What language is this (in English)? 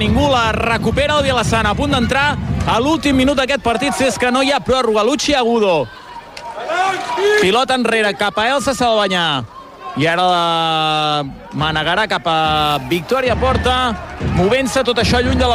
Catalan